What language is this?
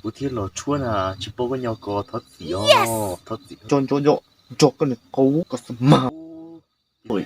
Hmong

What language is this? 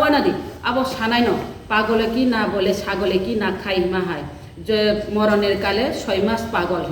Kok Borok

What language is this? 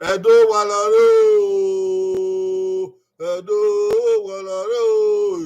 Bini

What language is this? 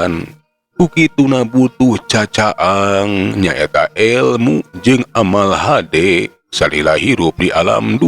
Sundanese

